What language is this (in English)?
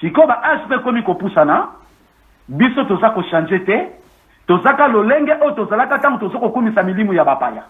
Lingala